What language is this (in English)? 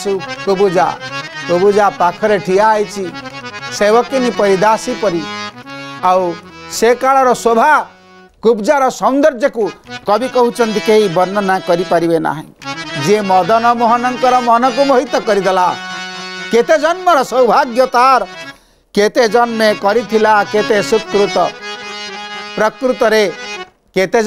Odia